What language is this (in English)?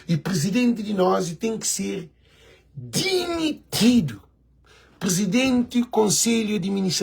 Kabuverdianu